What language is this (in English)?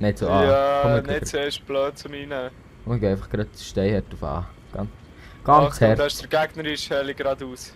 Swiss German